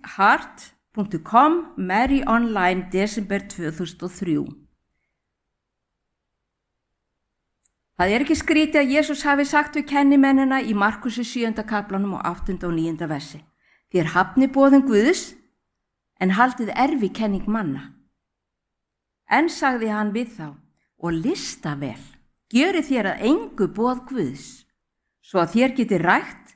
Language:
Icelandic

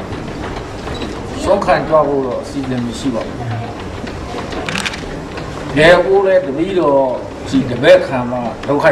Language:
Burmese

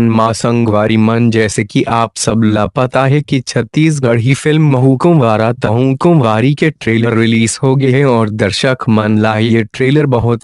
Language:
Chhattisgarhi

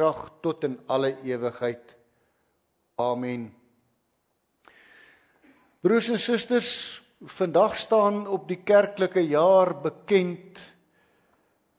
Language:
Afrikaans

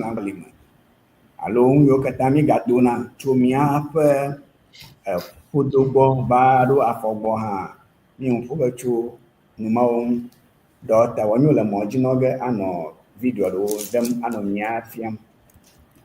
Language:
Ewe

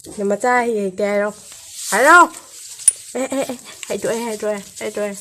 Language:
Manipuri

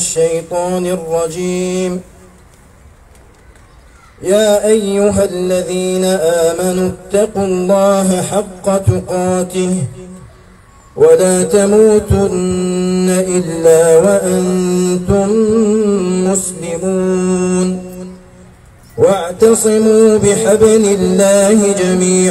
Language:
Algerian Arabic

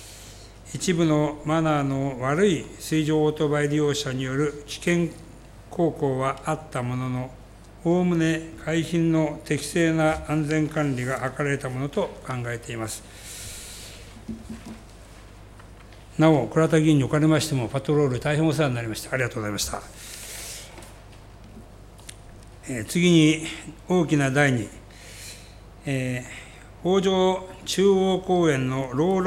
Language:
Japanese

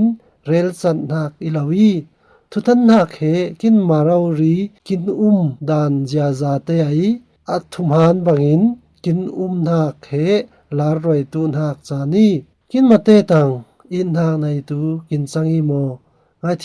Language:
Falam Chin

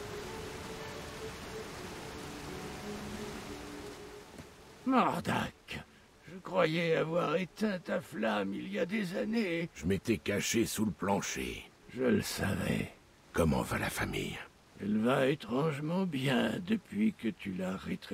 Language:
French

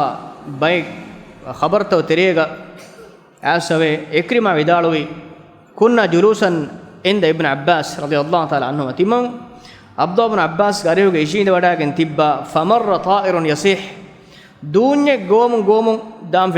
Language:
Divehi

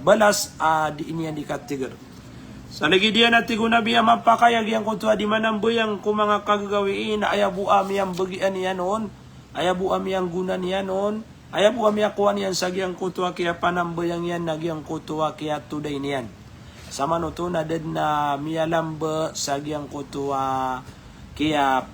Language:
Maranao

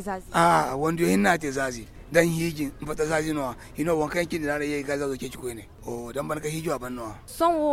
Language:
Zarma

